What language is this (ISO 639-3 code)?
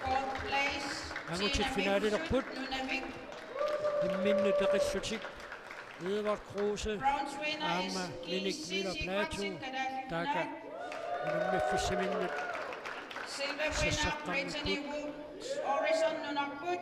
kal